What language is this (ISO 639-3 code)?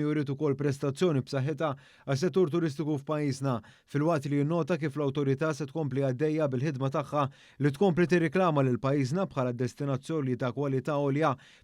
mlt